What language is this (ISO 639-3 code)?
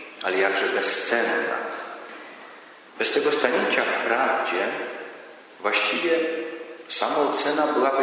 pol